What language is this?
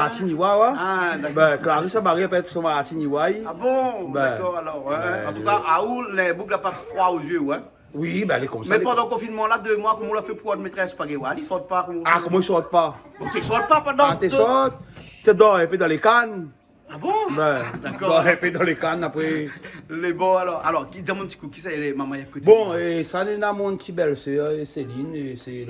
Réunion Creole French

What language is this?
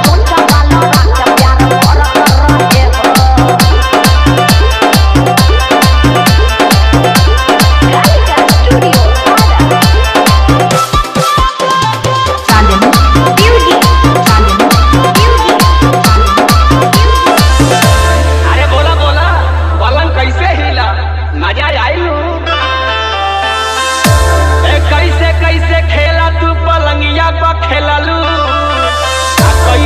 Bhojpuri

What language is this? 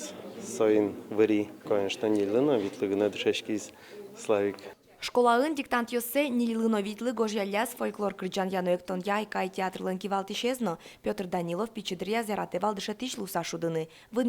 Udmurt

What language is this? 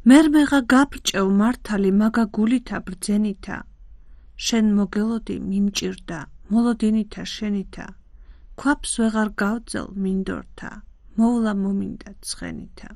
Georgian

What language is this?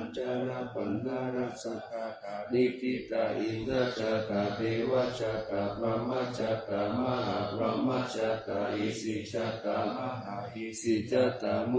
Pali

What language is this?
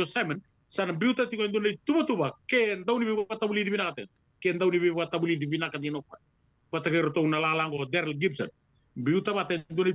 Fijian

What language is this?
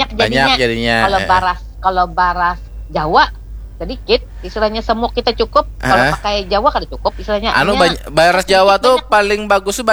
Banjar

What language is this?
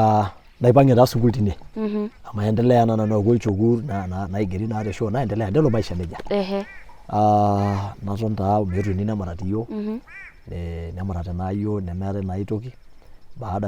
Masai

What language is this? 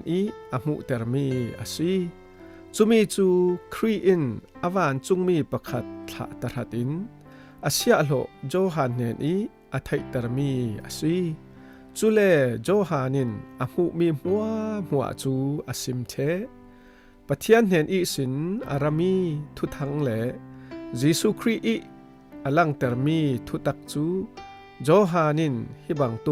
Falam Chin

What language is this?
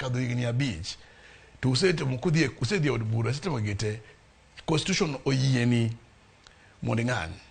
Luo (Kenya and Tanzania)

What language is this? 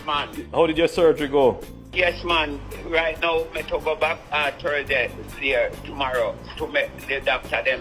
Jamaican Creole English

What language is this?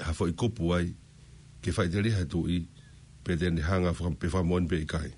Tongan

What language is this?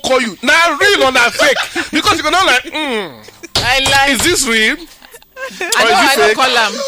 Nigerian Pidgin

